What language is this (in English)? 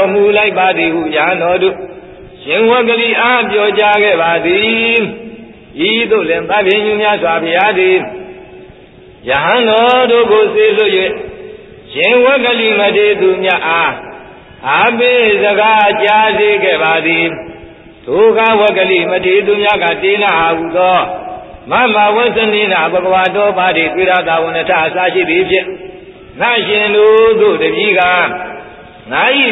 Burmese